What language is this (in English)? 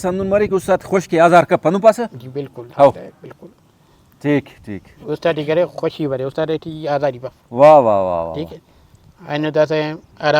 Brahui